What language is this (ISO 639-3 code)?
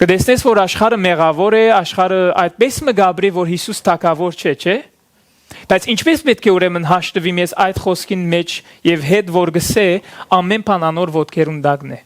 hyw